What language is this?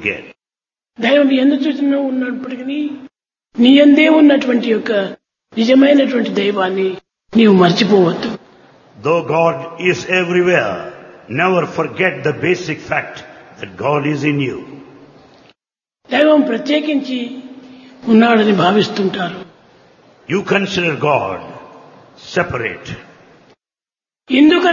Telugu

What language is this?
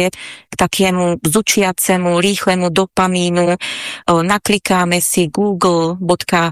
Slovak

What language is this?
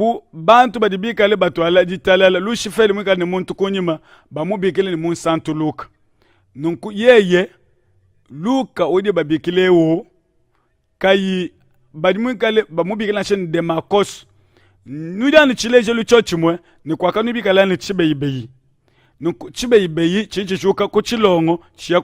Luba-Lulua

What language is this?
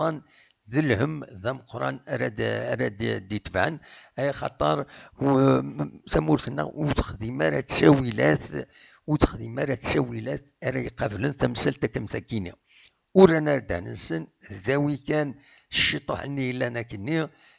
Kabyle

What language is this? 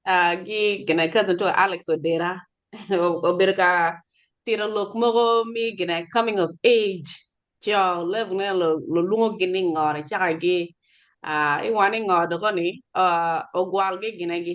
Acoli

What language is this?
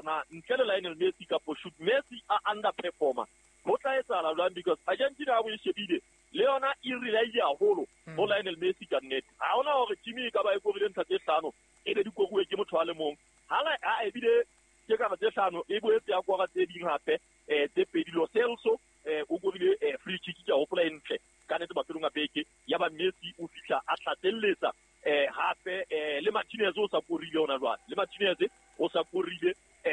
Southern Sotho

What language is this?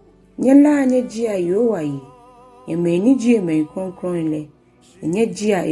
Ga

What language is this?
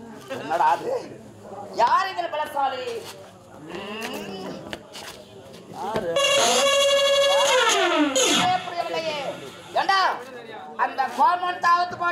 Tamil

